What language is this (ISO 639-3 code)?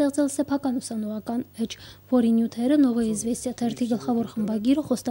hye